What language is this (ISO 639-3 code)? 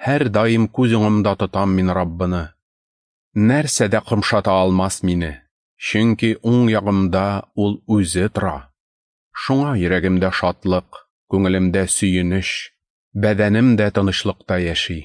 tat